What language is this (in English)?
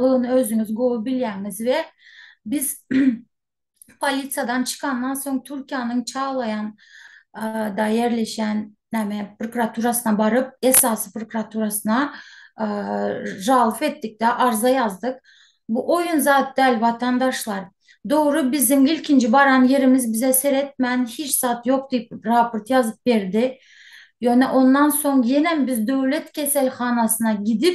Turkmen